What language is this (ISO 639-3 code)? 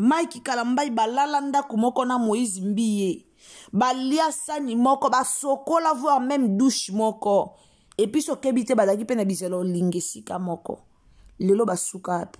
lin